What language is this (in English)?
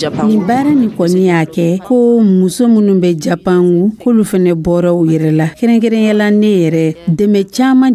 Dyula